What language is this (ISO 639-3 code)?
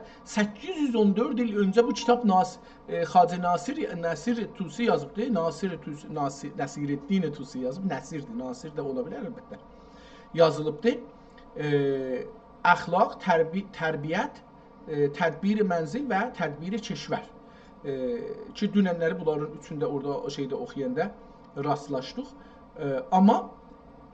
azb